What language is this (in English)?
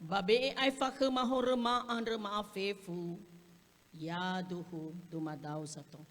Nias